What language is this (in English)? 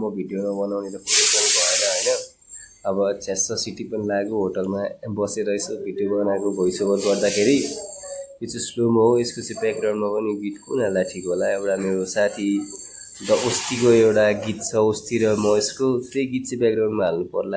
Nepali